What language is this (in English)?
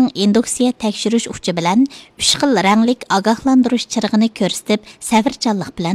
Uyghur